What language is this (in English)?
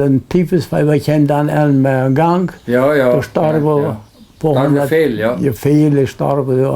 Plautdietsch